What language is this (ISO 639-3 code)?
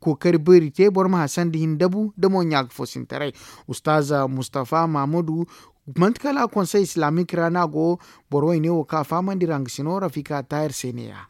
dje